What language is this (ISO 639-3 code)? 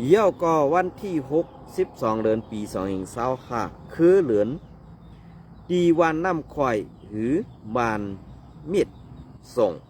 shn